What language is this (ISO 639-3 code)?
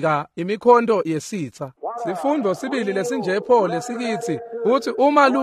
ssw